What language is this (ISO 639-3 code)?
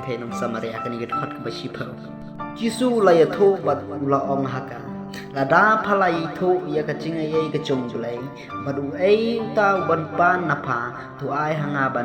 kha